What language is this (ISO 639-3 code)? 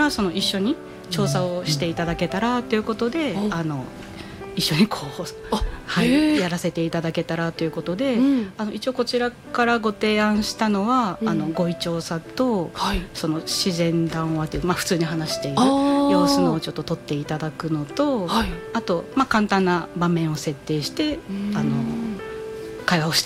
jpn